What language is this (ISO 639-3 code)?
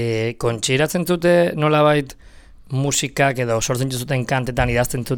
eus